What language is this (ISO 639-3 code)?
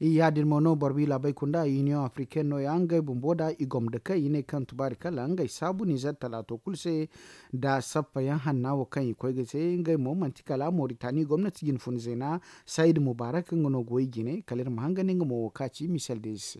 dje